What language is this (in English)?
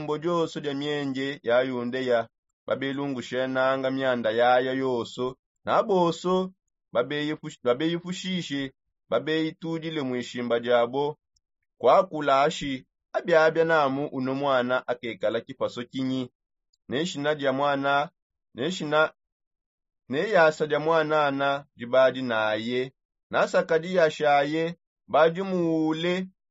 Songe